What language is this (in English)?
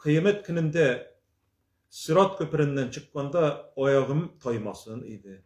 Tatar